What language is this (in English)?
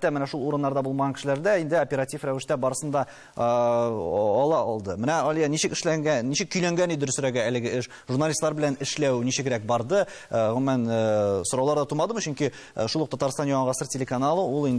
Tatar